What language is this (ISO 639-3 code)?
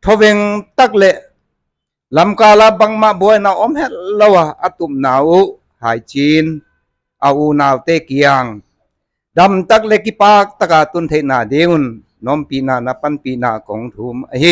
pck